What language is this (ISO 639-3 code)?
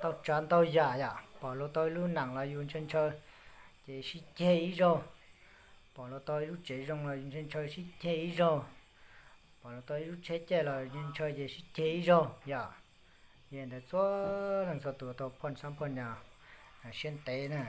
hmn